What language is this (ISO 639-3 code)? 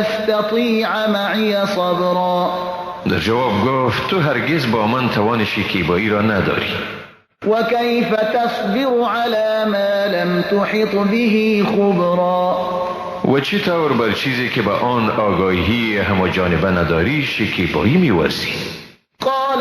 fas